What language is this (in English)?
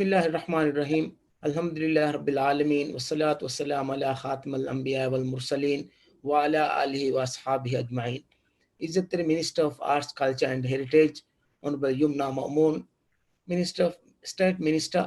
Divehi